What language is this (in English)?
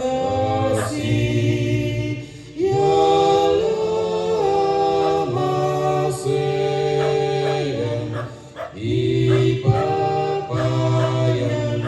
Toraja-Sa'dan